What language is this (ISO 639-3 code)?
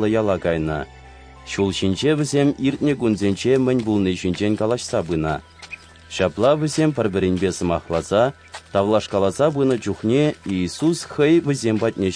chv